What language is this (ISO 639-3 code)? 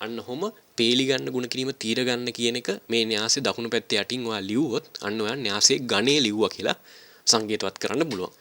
sin